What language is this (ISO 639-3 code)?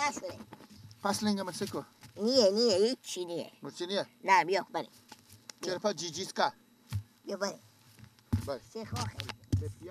fas